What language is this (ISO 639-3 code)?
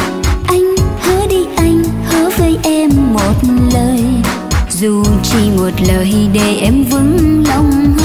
vie